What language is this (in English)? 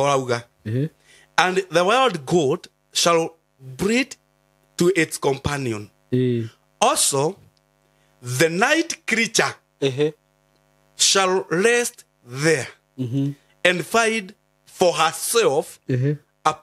Kikuyu